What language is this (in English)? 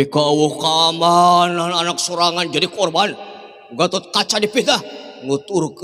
Sundanese